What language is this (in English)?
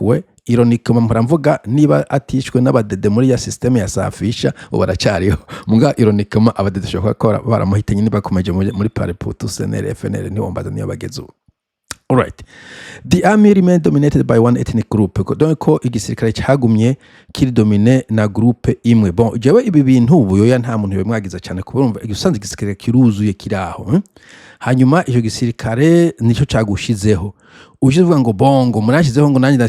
Rundi